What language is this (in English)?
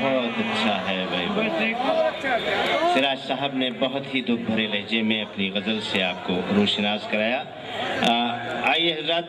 Urdu